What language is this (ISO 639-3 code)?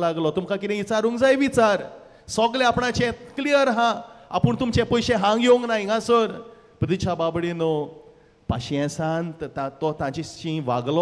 kok